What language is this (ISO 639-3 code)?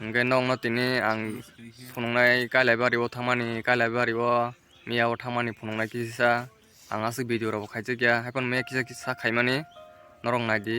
trp